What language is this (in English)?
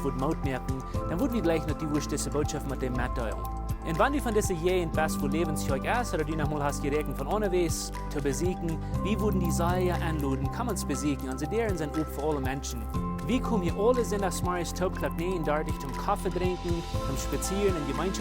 Plautdietsch